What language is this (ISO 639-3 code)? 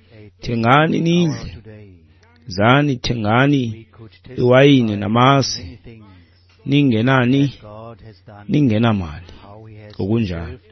xho